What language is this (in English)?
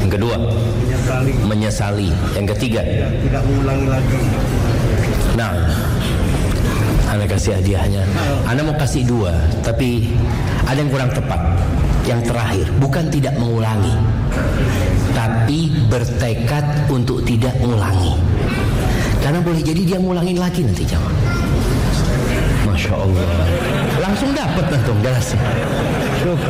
Indonesian